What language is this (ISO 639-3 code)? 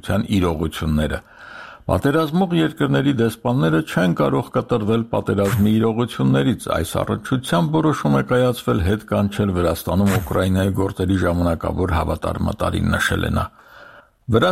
hye